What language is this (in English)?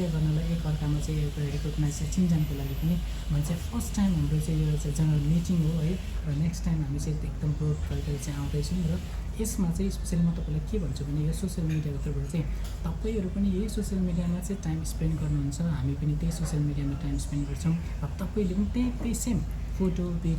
Nepali